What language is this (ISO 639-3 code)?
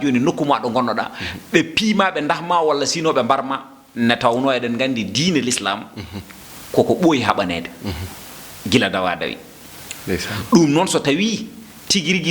ful